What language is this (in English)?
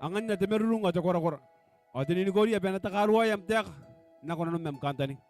Gilbertese